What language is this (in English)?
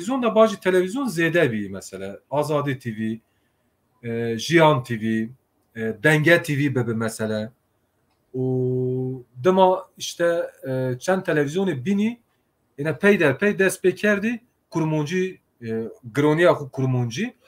Zaza